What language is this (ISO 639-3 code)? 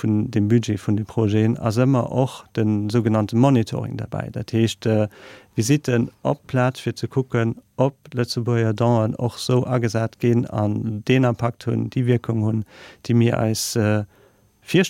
ltz